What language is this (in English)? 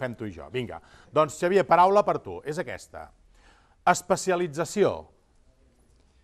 Catalan